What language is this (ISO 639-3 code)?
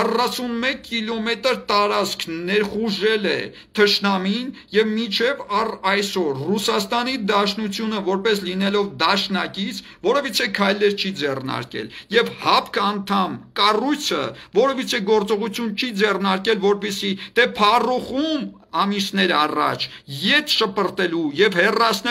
hye